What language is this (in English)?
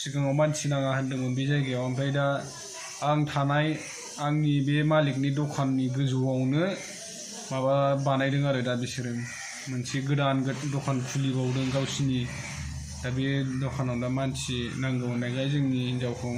Bodo